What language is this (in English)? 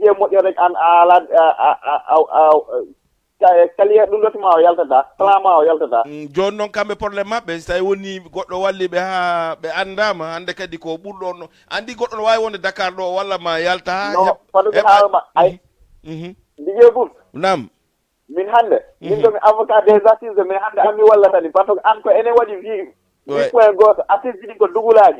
Fula